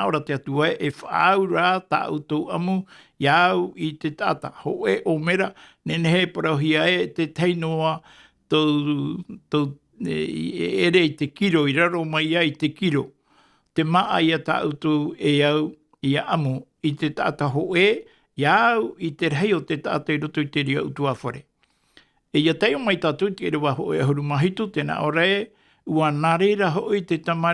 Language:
Tahitian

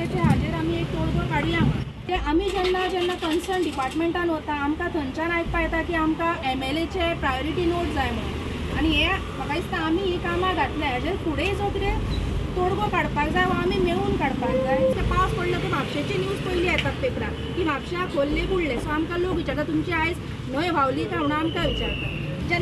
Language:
Konkani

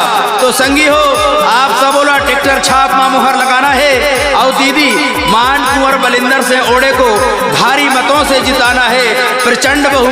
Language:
Chhattisgarhi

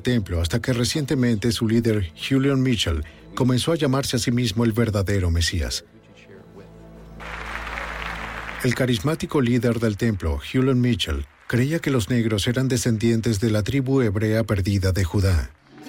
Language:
Spanish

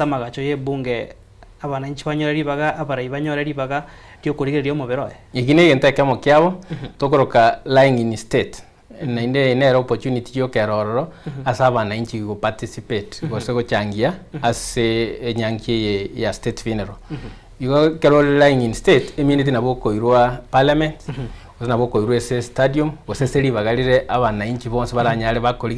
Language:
Gusii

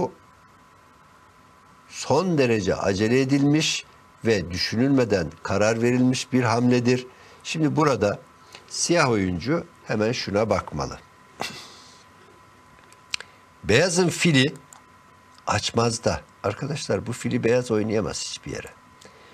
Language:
Turkish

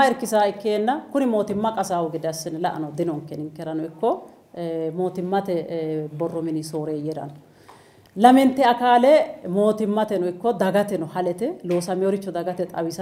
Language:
Sidamo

